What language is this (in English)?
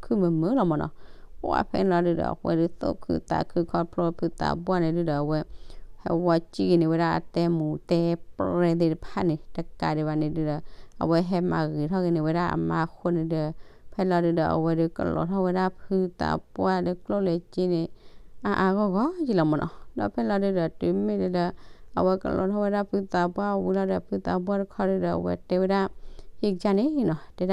S'gaw Karen